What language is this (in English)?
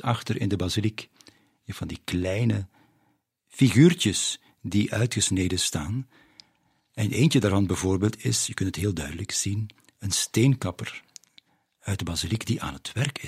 Dutch